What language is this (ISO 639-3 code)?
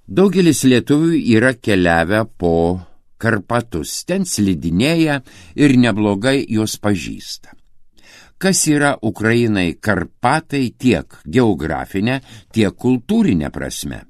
lit